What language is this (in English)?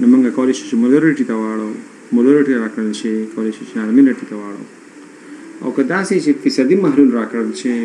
Pashto